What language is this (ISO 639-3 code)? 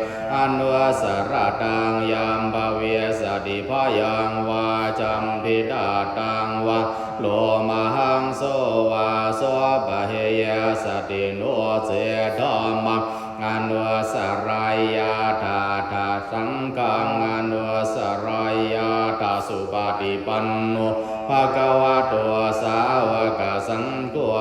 pli